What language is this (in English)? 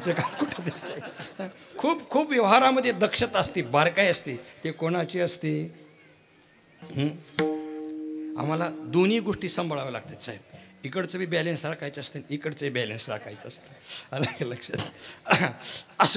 Marathi